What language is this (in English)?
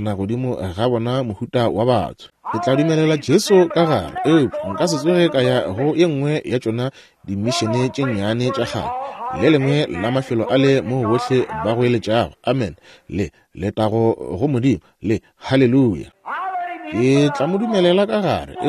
Northern Sotho